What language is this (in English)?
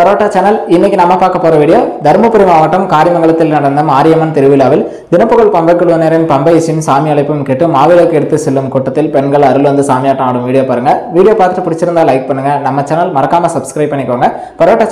Tamil